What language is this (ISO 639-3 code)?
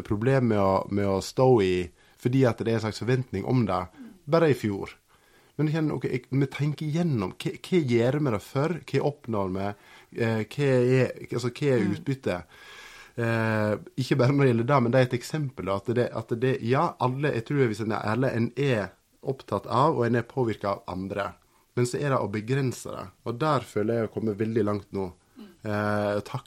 nor